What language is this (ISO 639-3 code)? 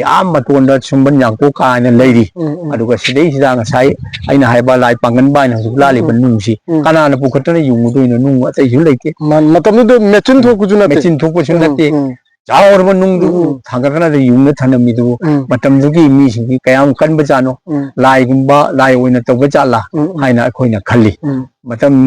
mni